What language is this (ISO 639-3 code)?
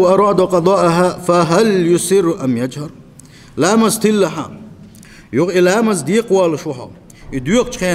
che